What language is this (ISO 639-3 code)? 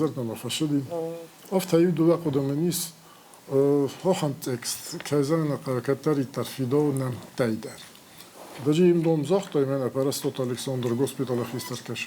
oss